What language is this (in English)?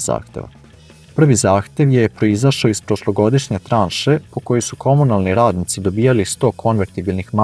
Serbian